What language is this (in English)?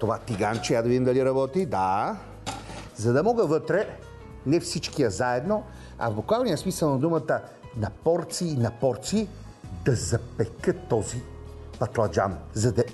Bulgarian